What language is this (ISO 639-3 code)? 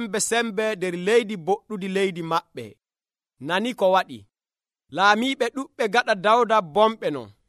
fuv